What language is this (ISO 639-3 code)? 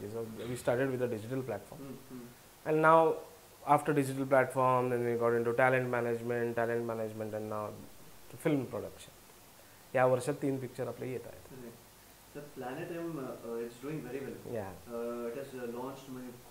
mar